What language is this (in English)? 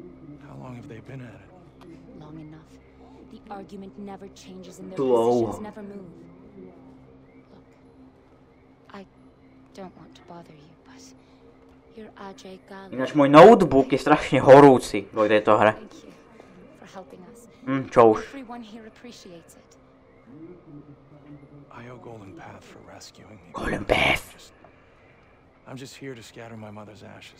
Slovak